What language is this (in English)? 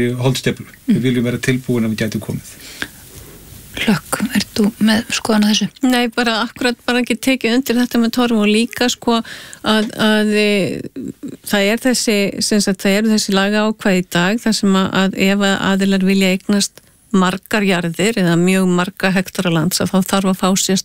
Icelandic